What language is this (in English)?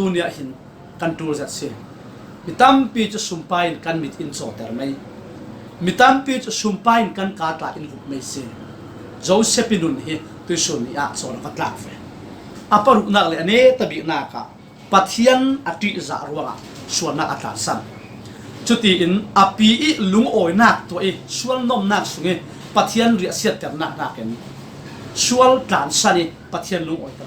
Falam Chin